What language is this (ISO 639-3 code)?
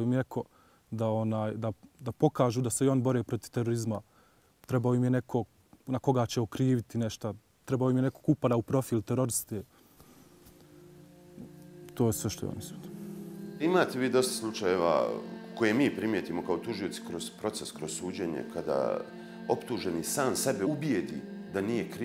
bos